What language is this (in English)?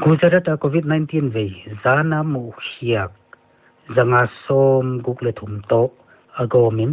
Paite Chin